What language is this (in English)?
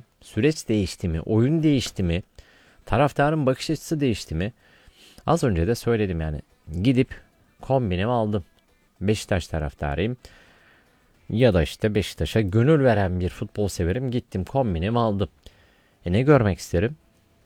Turkish